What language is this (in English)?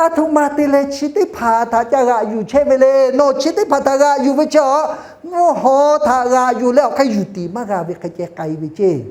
Lahu